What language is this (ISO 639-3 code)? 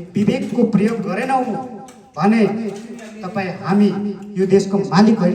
nep